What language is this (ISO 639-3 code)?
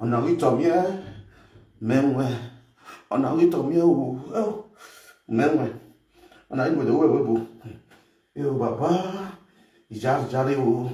pcm